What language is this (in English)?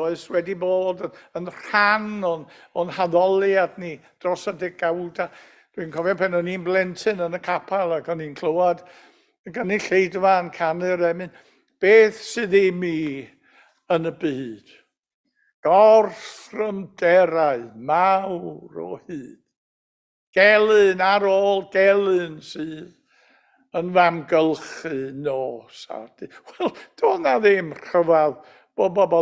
Welsh